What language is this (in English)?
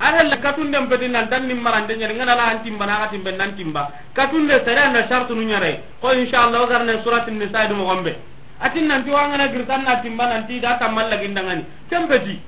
Soninke